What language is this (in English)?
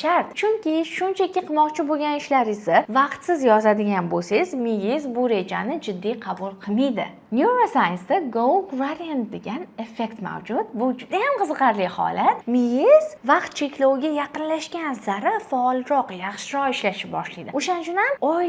Uzbek